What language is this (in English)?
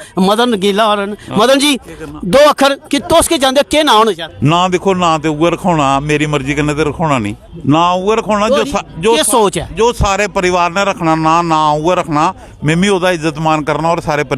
Dogri